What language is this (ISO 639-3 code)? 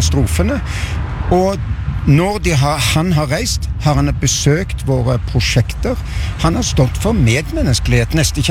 nor